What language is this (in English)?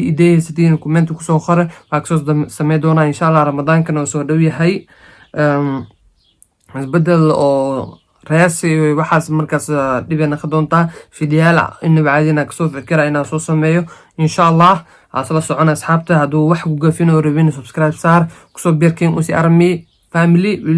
Somali